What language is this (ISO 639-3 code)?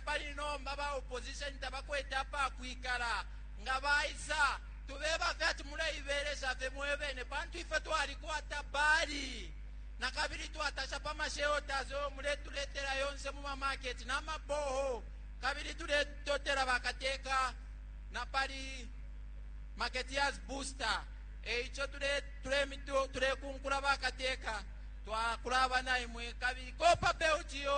bem